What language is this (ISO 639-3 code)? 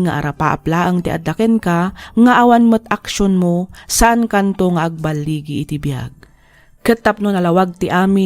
ilo